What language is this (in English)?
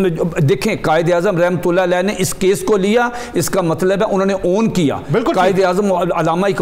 Urdu